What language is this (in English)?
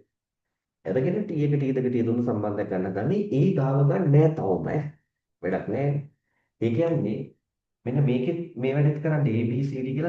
Sinhala